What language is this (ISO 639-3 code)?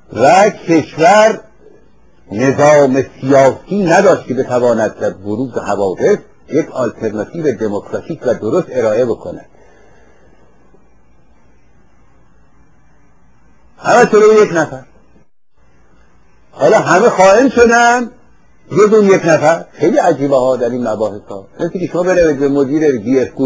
fas